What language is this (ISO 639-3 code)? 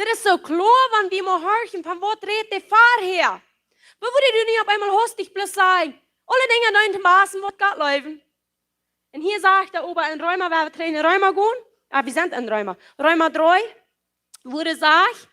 pdt